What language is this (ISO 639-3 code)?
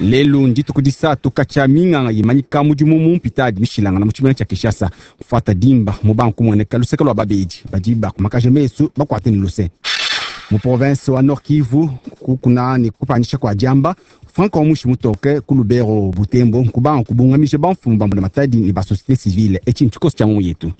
lua